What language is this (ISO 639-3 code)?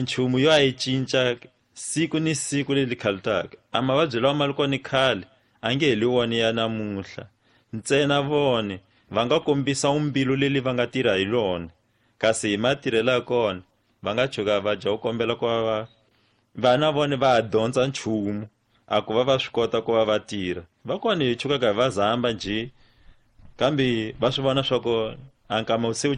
tso